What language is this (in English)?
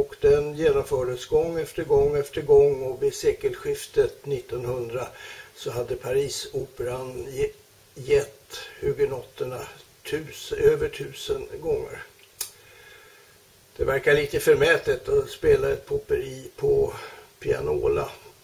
Swedish